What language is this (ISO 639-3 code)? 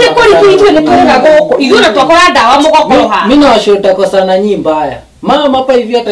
kik